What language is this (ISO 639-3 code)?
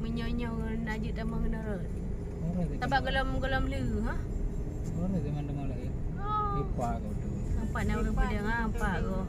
ace